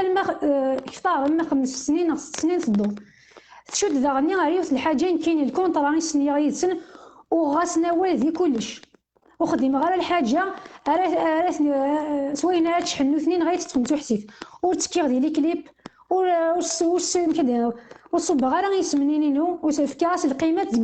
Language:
Kabyle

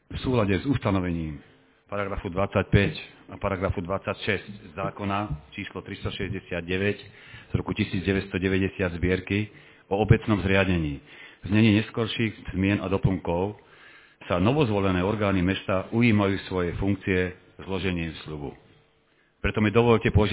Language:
Slovak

